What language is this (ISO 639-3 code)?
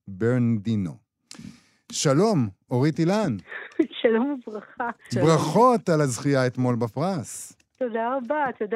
heb